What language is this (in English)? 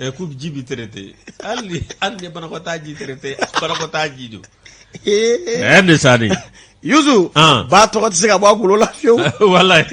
Bambara